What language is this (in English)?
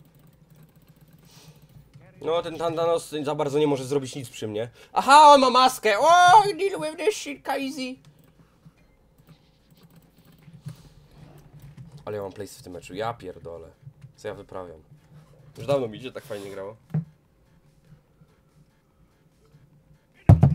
Polish